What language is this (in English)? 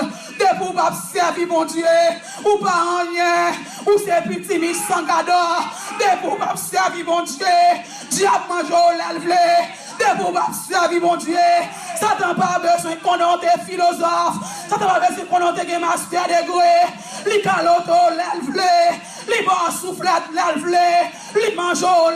Haitian Creole